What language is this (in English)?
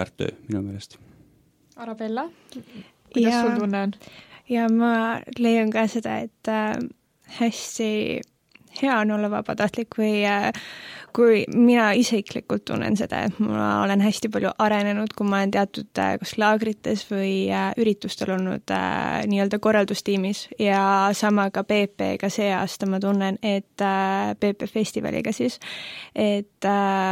Estonian